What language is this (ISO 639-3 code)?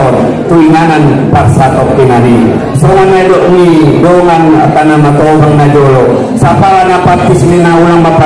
akb